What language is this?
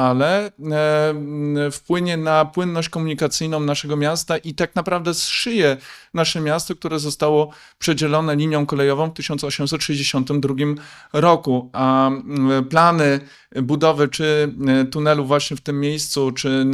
Polish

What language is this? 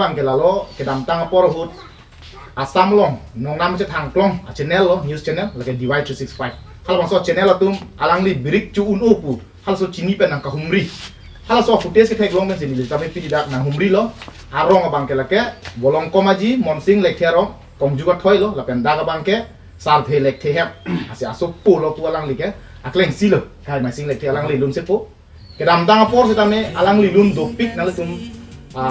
Karbi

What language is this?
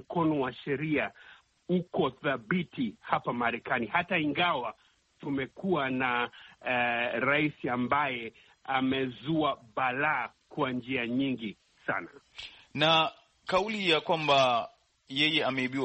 Swahili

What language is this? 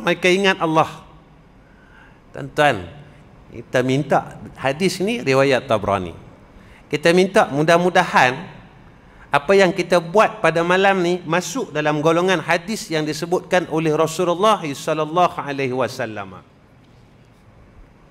Malay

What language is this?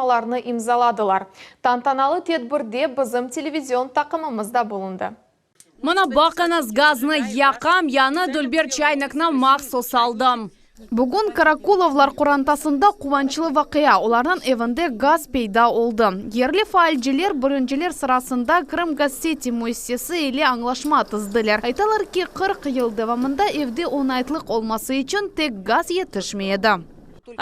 Crimean Tatar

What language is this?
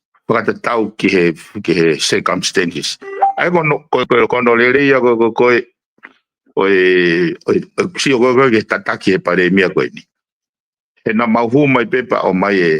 Tongan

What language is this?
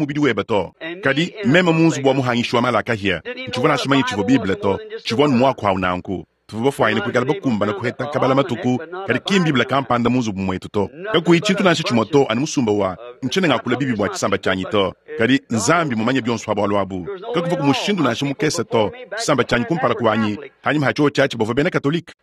Luba-Lulua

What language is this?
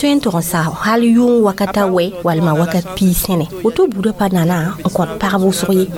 Mossi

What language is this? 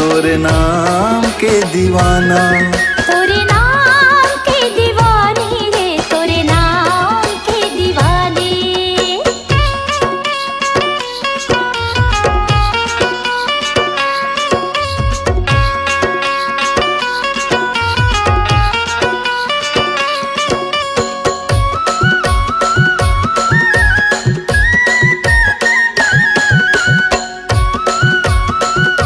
Chhattisgarhi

